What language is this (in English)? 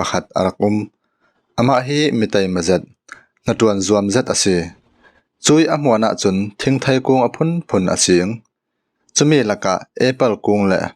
Falam Chin